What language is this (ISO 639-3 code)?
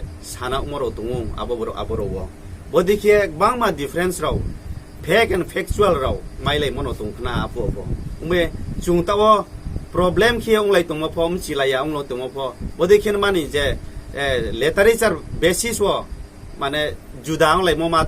ria